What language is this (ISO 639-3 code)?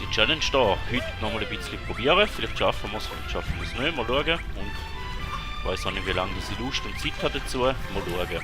gsw